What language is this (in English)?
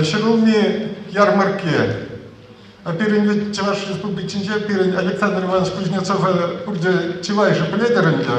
Chuvash